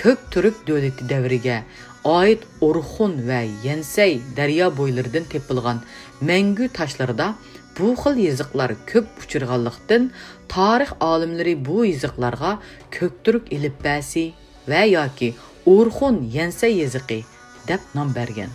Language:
Uyghur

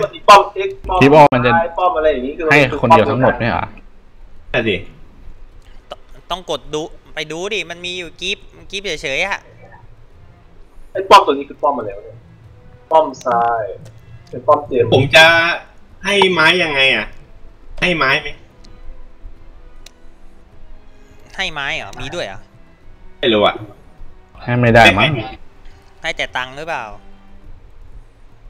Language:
Thai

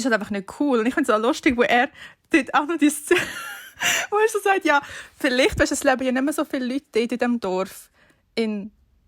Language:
Swiss German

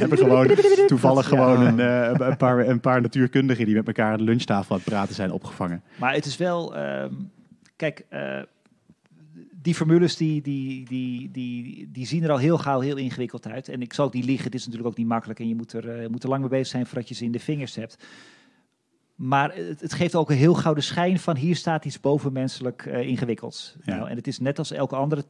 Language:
Dutch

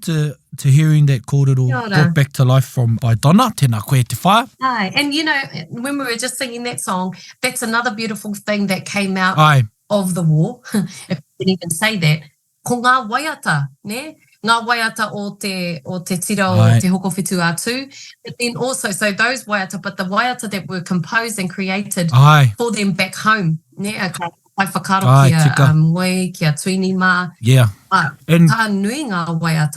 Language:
Māori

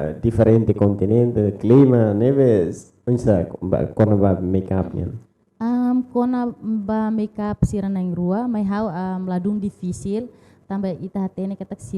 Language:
Tetum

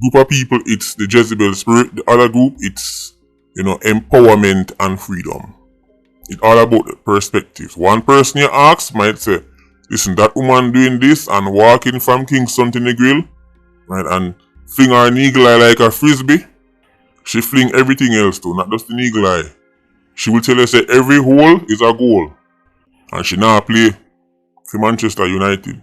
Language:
Jamaican Creole English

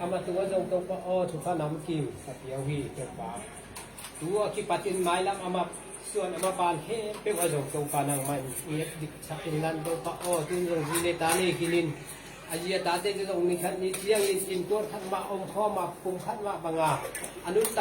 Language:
Tedim Chin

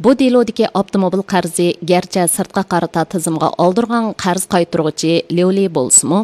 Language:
Uyghur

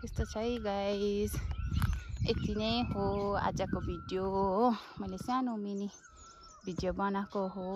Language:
Nepali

